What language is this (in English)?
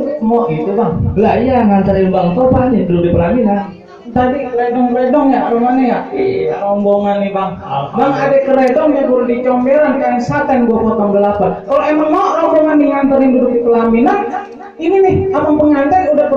Betawi